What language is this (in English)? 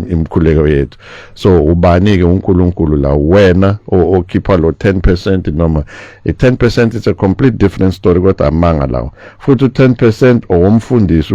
Zulu